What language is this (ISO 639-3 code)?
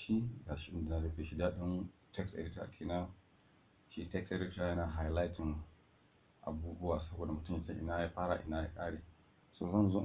hau